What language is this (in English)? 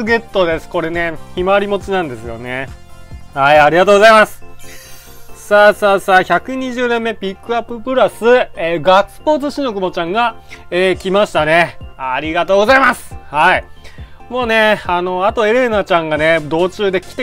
Japanese